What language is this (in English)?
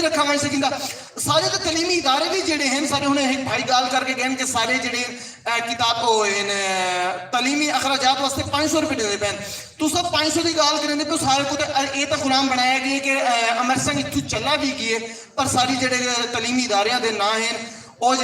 Saraiki